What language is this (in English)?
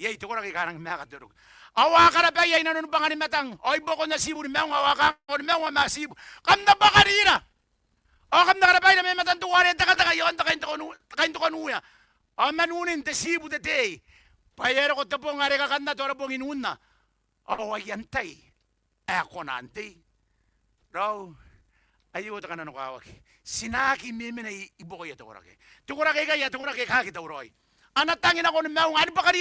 Gilbertese